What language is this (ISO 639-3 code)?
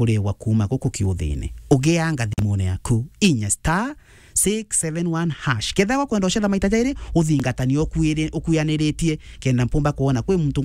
mer